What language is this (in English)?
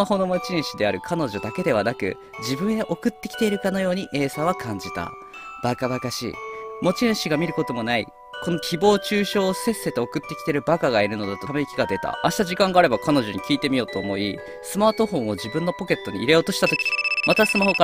Japanese